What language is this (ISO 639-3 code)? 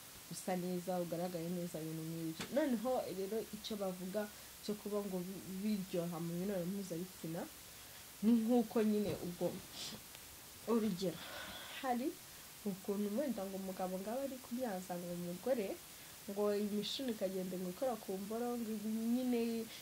kin